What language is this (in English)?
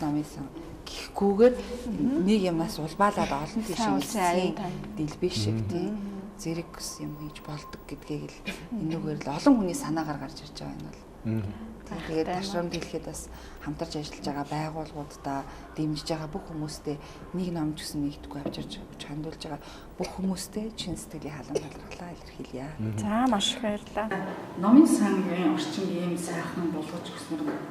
Mongolian